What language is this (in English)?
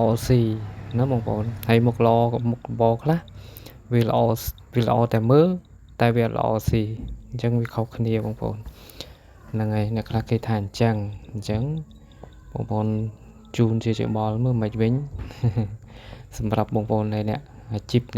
Khmer